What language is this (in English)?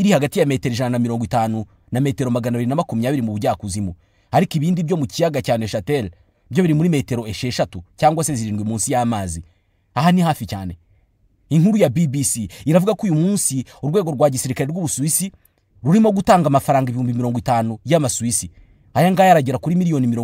Kinyarwanda